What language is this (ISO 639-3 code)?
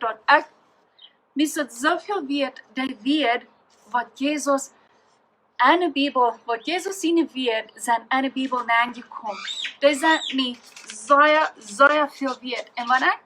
pdt